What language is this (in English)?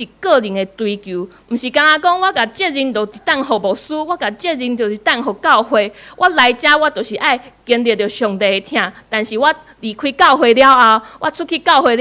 Min Nan Chinese